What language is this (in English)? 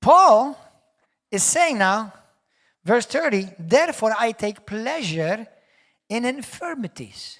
English